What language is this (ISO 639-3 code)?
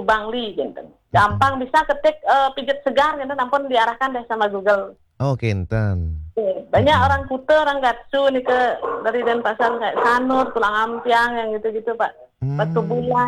ban